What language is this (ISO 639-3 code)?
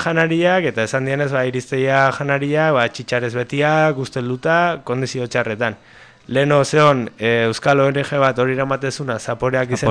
eus